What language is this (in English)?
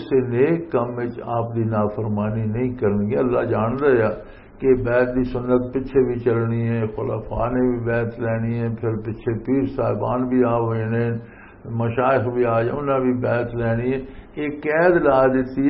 Western Panjabi